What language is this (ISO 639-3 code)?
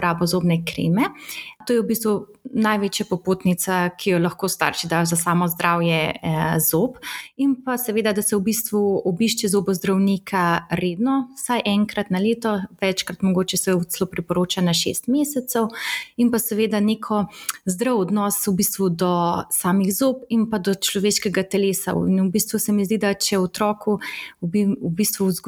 slv